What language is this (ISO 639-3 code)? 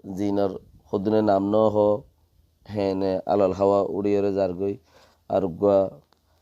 rhg